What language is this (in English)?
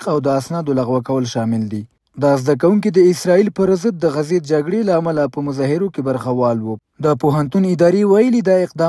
Pashto